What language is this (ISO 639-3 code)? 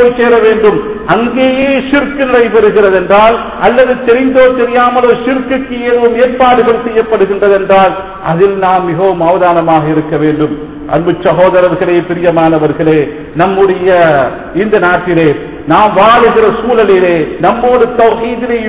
tam